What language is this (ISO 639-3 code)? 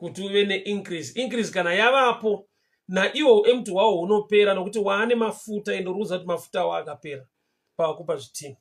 sna